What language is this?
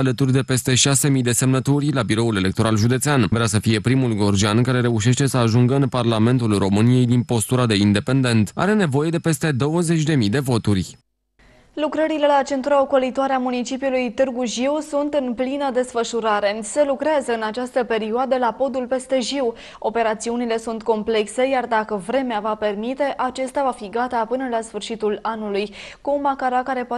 Romanian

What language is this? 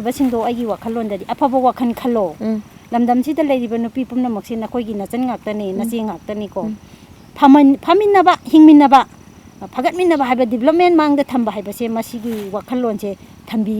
Manipuri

